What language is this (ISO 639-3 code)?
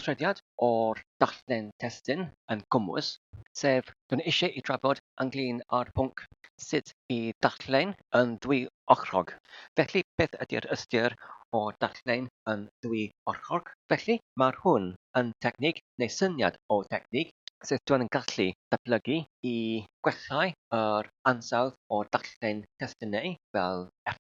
cym